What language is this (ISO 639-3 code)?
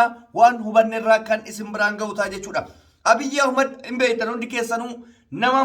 orm